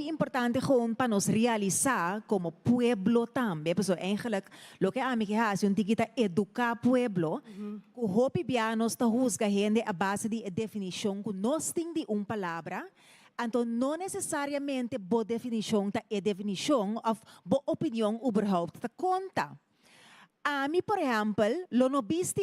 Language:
Papiamento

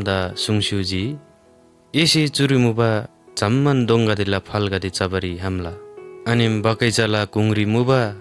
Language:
Eastern Tamang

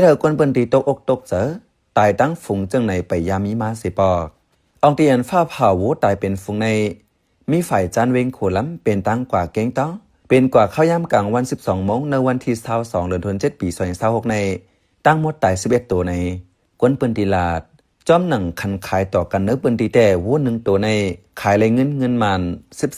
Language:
Shan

